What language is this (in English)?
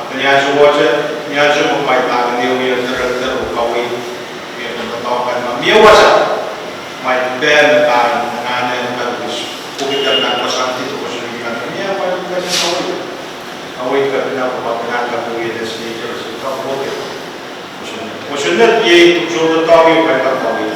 Pohnpeian